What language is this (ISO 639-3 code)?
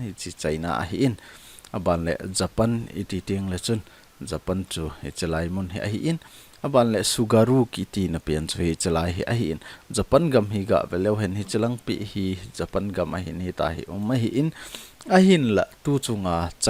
tcz